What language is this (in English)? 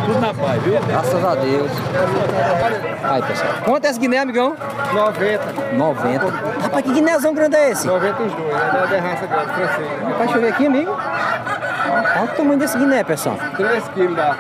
Portuguese